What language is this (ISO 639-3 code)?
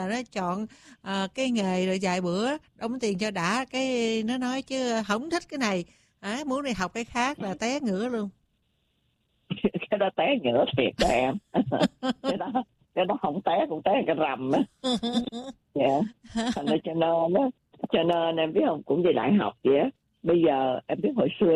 vie